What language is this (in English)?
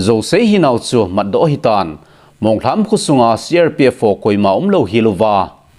Thado Chin